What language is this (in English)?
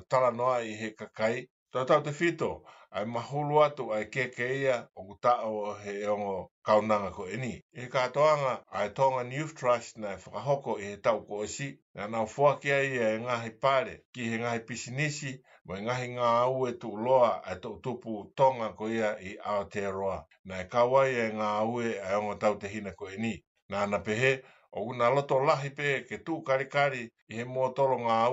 Tongan